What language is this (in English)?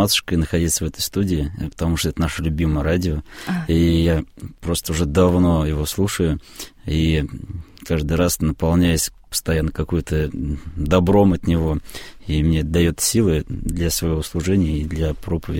Russian